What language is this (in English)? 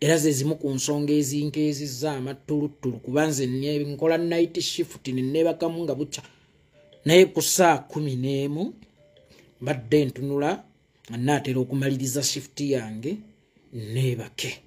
Ganda